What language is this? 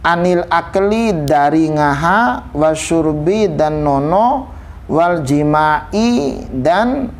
Bima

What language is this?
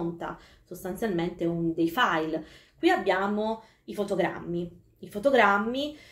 Italian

